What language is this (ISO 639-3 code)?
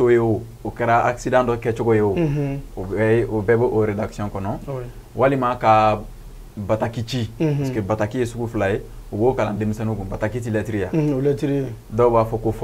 bam